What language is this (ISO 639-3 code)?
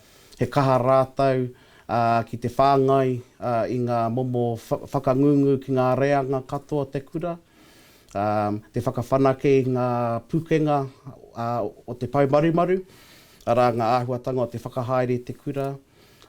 mri